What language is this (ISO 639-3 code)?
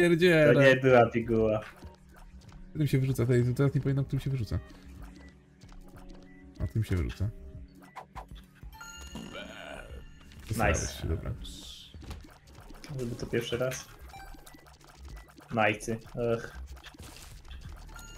pol